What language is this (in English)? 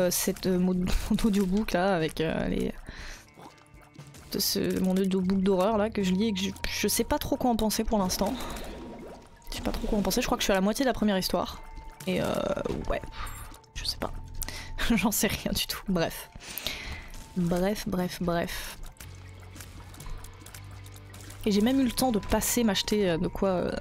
French